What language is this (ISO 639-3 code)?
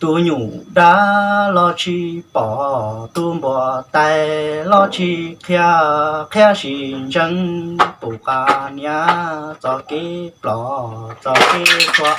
hmn